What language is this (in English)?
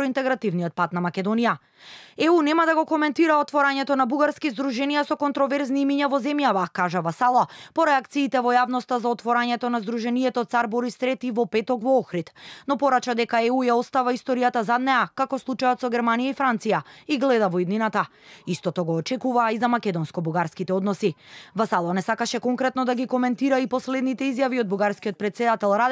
Macedonian